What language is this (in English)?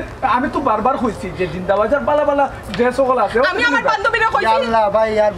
Sylheti